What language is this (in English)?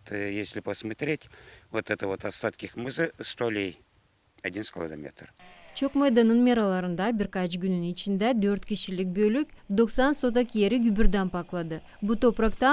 Gagauz